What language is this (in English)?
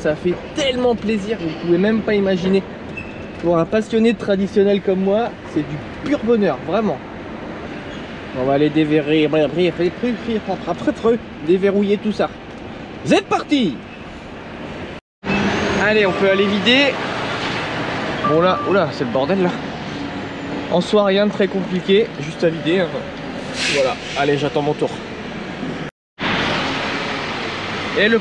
French